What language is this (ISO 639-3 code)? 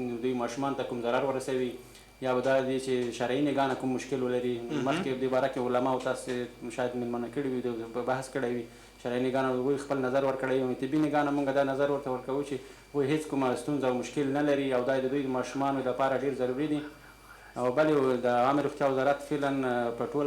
pus